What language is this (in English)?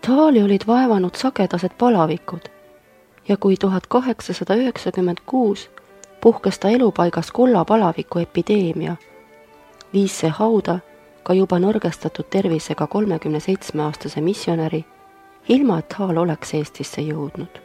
Estonian